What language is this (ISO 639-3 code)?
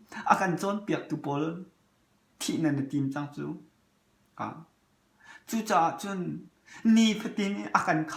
cnh